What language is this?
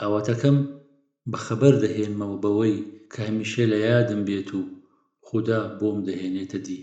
Central Kurdish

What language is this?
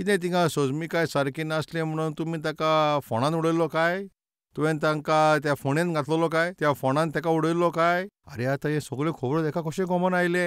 Konkani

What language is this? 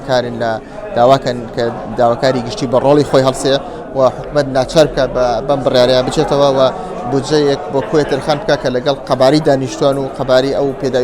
Central Kurdish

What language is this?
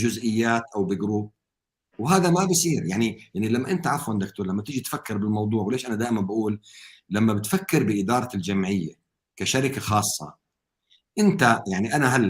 North Levantine Arabic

